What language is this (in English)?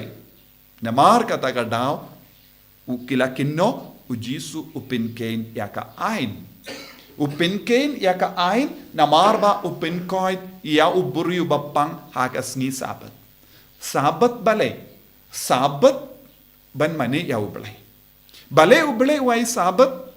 Khasi